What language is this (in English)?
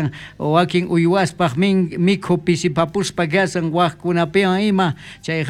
South Bolivian Quechua